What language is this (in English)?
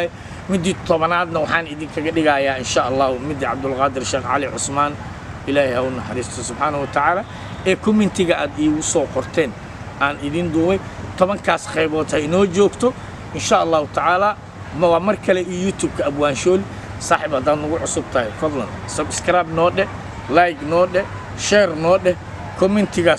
Somali